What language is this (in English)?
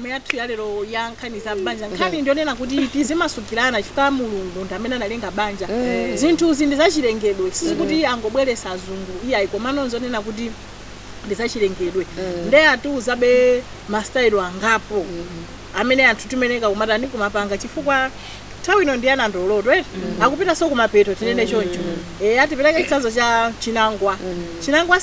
Nyanja